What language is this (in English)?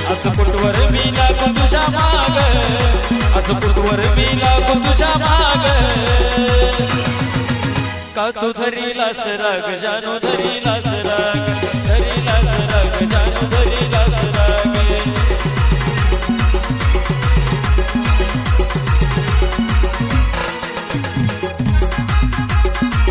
Marathi